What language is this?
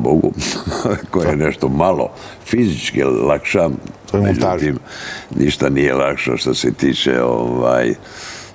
Croatian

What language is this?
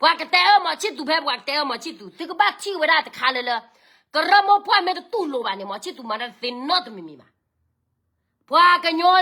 S'gaw Karen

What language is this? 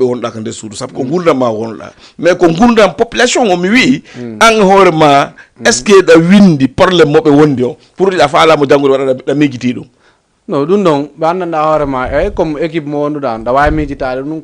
Fula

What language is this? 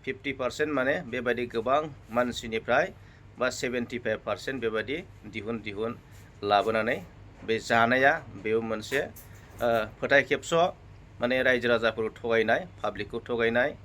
Bodo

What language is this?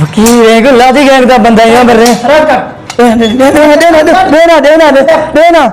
Saraiki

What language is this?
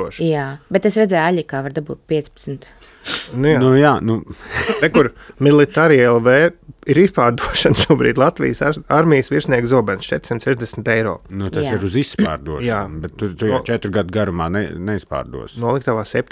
Latvian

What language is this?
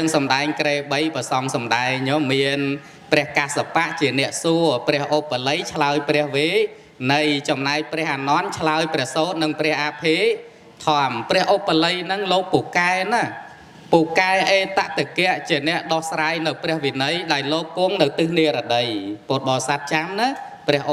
Khmer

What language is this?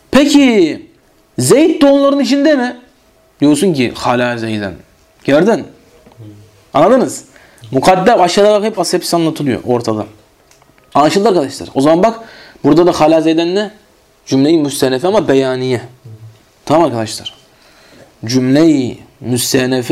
Turkish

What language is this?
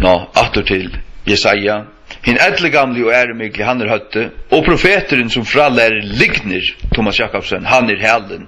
Faroese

